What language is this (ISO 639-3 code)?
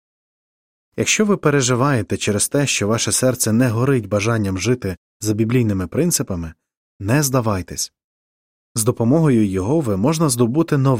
ukr